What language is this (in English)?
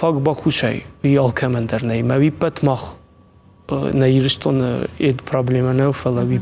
Ossetic